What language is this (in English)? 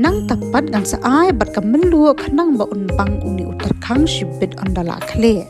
Khasi